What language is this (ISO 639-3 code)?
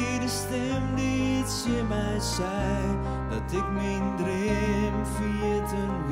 fry